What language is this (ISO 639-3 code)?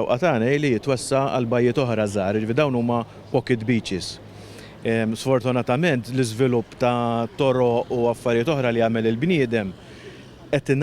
mlt